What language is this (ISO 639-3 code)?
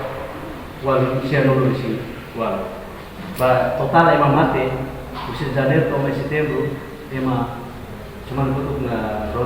tet